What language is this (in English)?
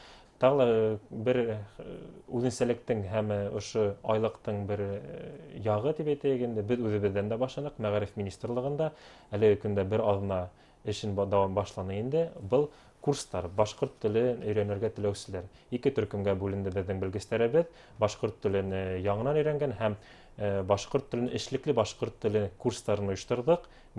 Bashkir